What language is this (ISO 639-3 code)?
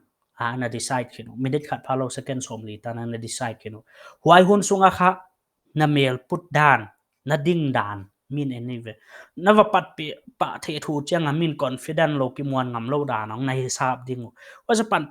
pck